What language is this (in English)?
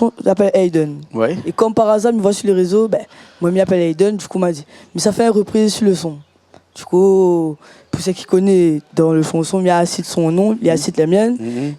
Réunion Creole French